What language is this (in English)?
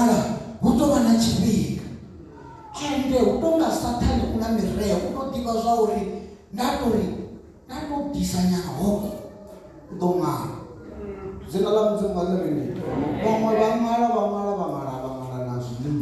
Venda